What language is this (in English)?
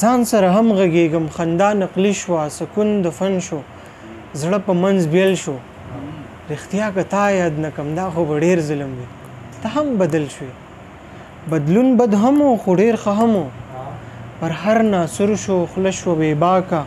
Pashto